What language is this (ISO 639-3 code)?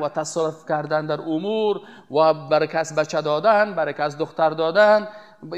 fas